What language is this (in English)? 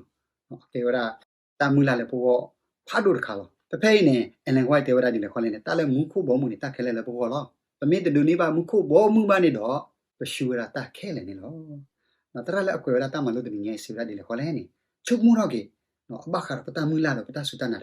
S'gaw Karen